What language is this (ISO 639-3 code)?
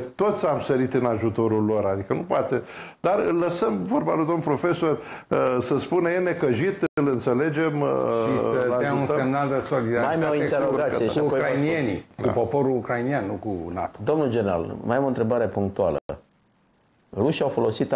ron